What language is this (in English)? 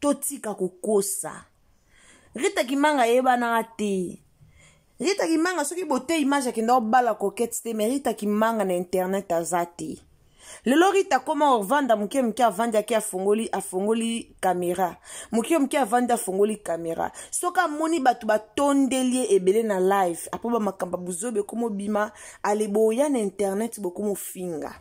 Lingala